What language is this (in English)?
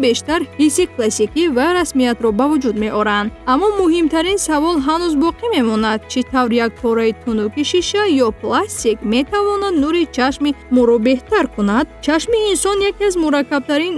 Tajik